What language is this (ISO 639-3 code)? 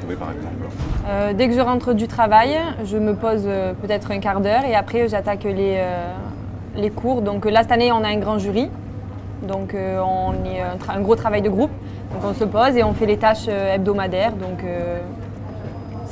fra